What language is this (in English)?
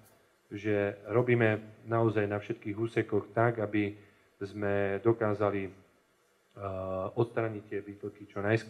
Slovak